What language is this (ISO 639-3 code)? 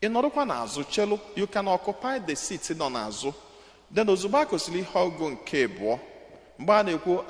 ibo